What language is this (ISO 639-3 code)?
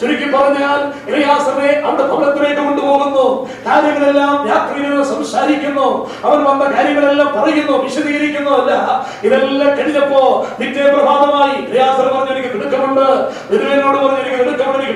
mal